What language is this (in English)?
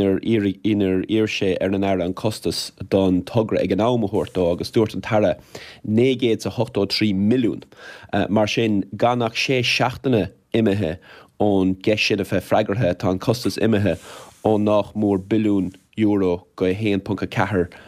Irish